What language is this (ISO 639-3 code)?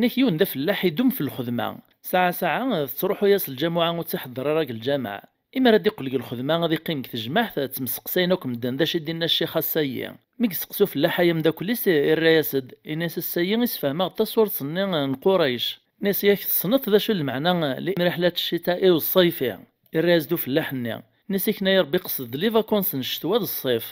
kab